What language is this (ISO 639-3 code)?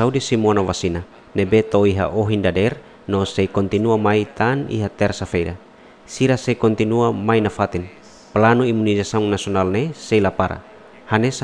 tet